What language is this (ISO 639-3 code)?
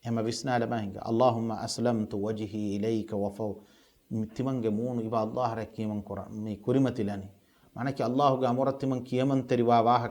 div